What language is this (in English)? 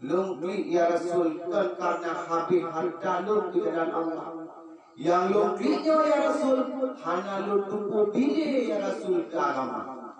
Achinese